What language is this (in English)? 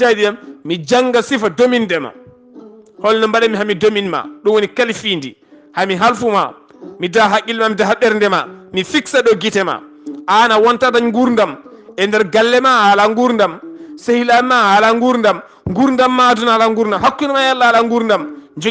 Fula